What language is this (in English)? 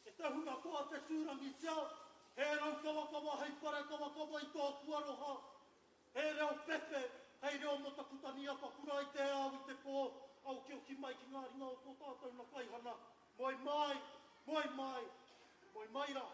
Māori